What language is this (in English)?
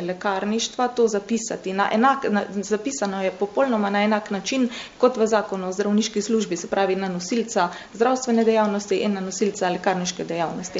Slovenian